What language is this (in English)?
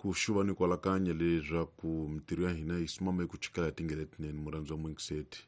Tsonga